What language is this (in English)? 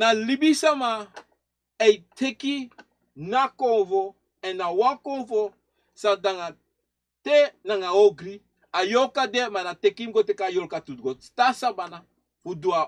Sranan Tongo